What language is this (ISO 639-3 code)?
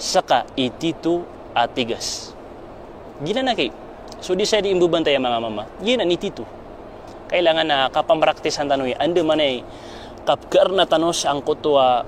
mrw